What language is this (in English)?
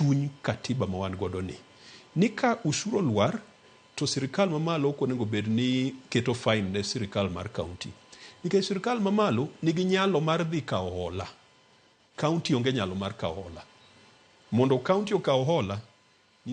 Luo (Kenya and Tanzania)